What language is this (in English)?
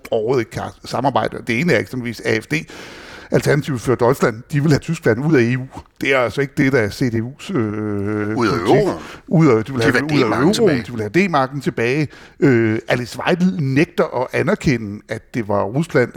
Danish